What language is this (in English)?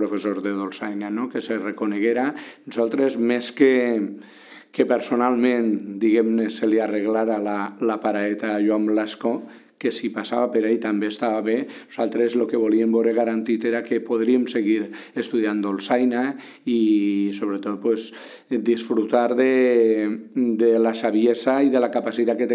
Catalan